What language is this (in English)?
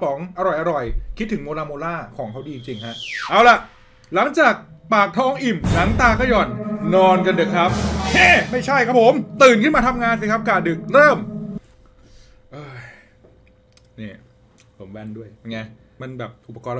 Thai